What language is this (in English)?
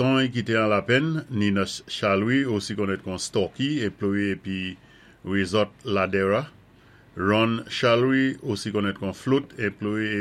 Saint Lucian Creole French